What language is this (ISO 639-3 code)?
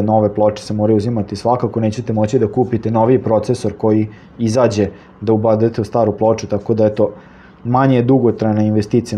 srp